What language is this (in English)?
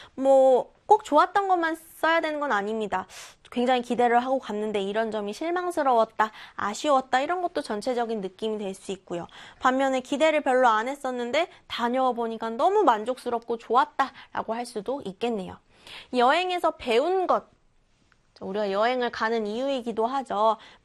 Korean